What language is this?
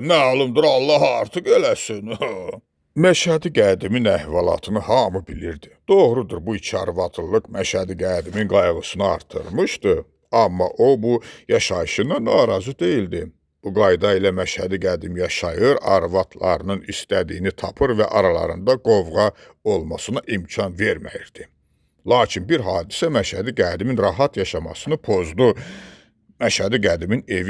Azerbaijani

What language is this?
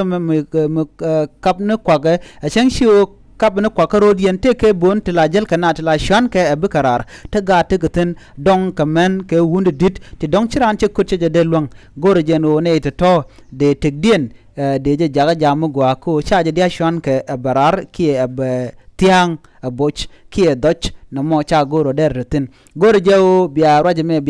Nuer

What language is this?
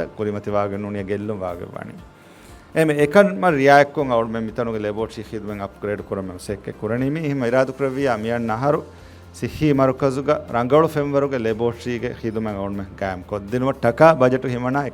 Divehi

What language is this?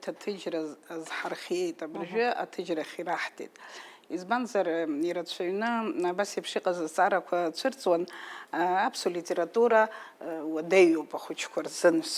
Abkhazian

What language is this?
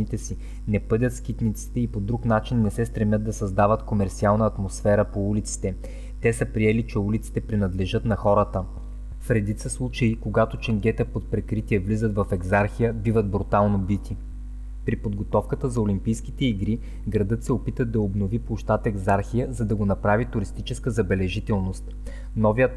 Bulgarian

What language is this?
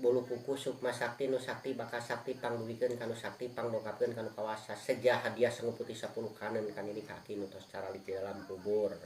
Sundanese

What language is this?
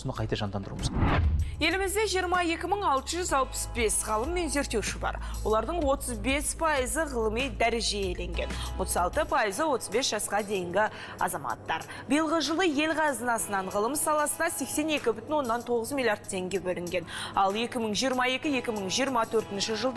Kazakh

